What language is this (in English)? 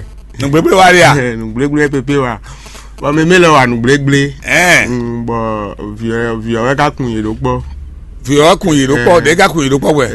Fon